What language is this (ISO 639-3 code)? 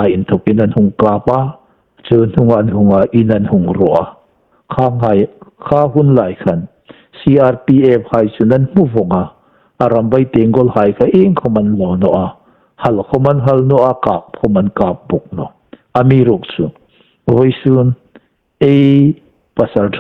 hmr